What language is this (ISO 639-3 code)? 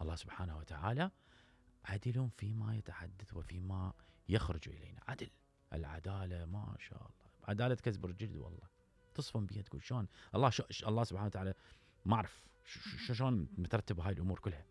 acm